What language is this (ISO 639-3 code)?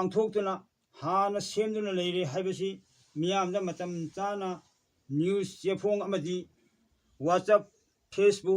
mni